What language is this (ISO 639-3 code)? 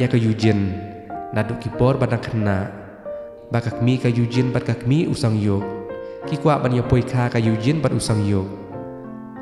kha